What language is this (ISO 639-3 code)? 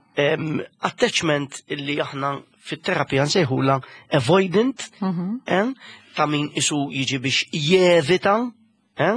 mlt